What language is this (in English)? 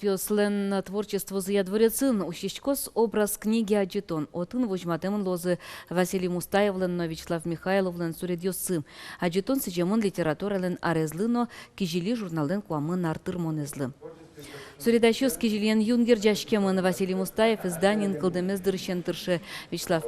Udmurt